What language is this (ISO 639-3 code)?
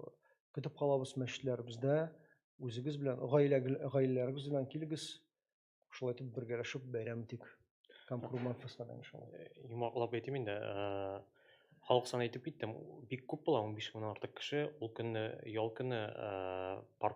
tat